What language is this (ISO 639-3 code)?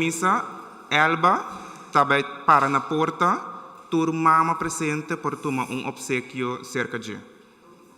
pap